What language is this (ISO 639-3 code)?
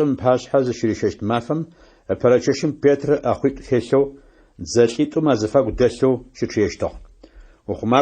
ady